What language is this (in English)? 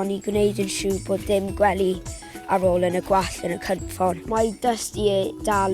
Welsh